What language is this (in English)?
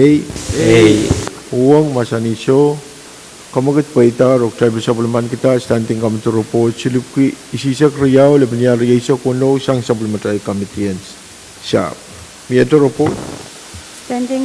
Pohnpeian